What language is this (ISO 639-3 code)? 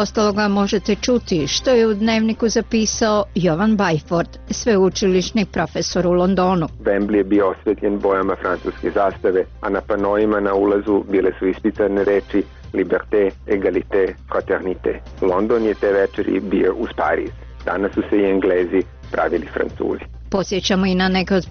hrv